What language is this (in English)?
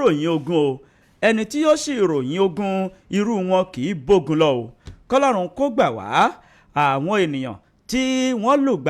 Yoruba